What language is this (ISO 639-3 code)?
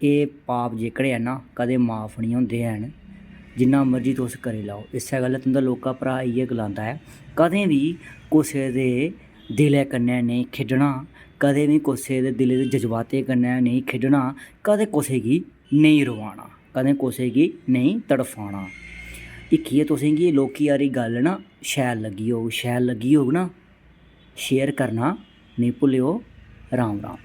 doi